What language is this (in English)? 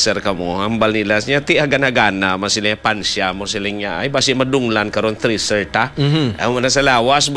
Hiligaynon